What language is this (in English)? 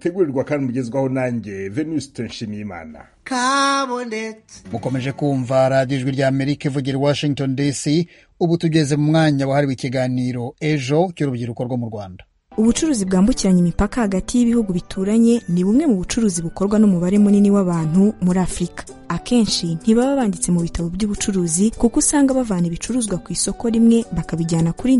Kinyarwanda